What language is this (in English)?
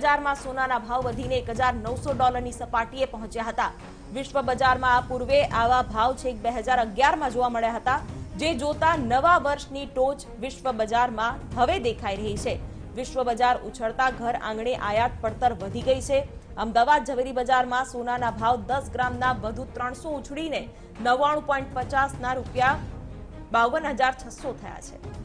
Gujarati